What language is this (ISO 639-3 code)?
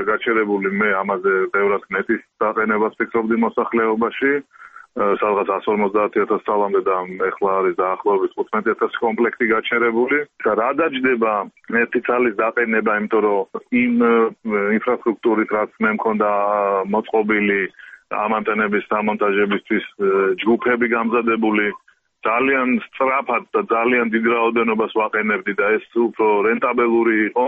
kat